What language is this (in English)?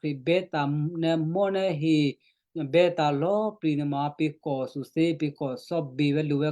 Western Kayah